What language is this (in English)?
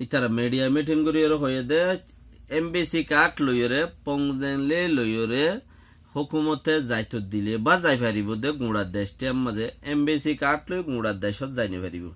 Rohingya